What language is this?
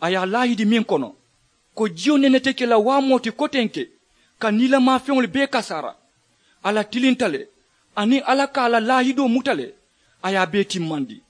Mandingo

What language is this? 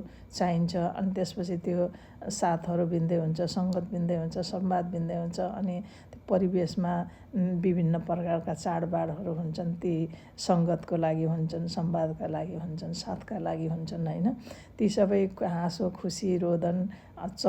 Nepali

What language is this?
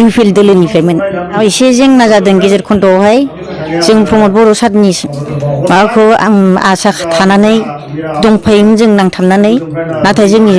Bodo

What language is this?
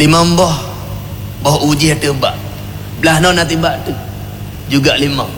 Achinese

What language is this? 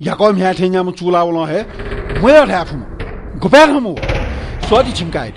Newari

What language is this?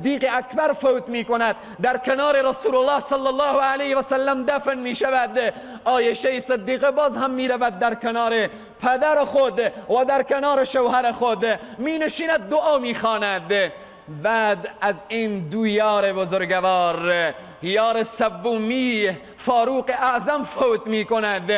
Persian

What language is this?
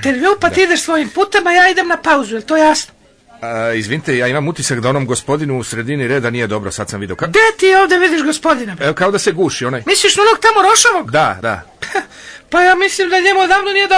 Serbian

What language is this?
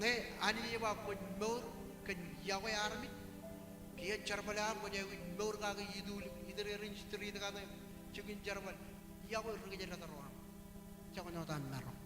Marshallese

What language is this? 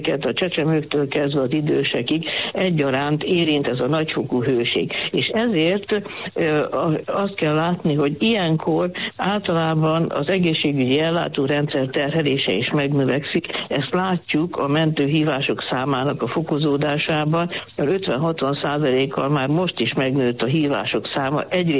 Hungarian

